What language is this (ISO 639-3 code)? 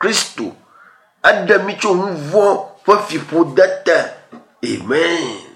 ewe